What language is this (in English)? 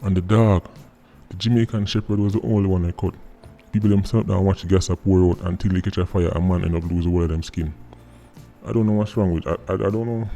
Jamaican Creole English